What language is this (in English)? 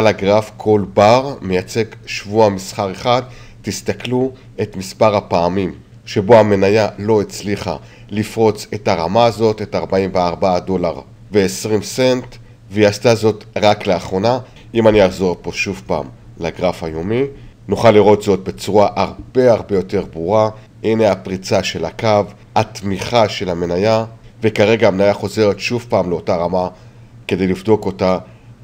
Hebrew